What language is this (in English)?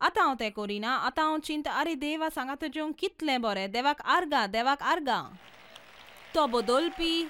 Konkani